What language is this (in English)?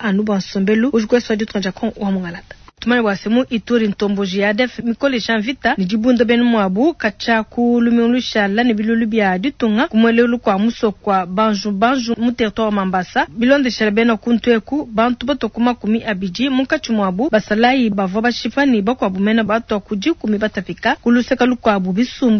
Luba-Lulua